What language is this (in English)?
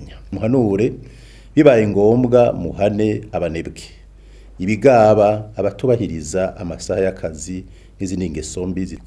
Rundi